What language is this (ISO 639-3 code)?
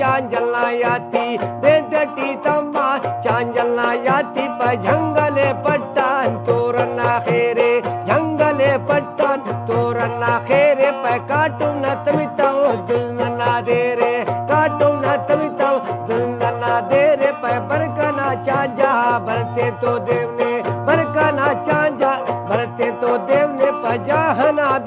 brh